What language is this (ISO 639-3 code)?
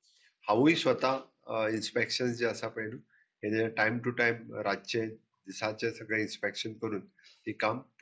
kok